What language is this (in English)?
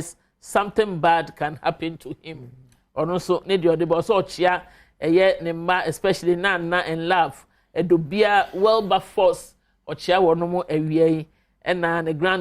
Akan